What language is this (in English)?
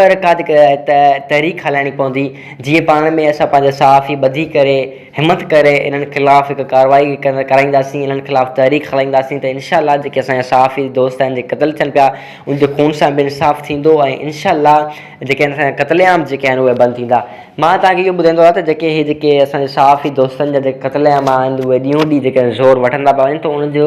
Sindhi